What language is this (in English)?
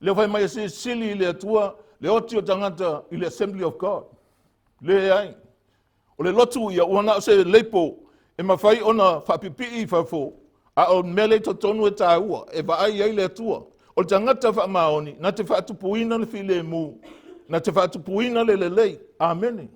Samoan